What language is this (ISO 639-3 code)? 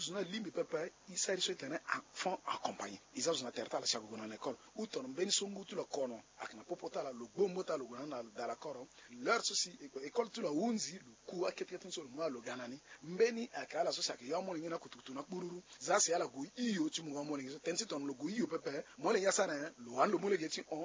sag